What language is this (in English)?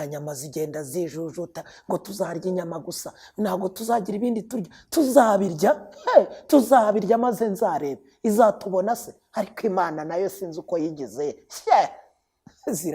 Kinyarwanda